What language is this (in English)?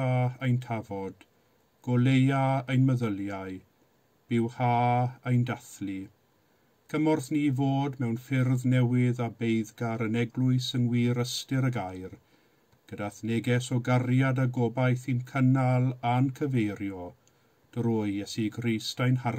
Welsh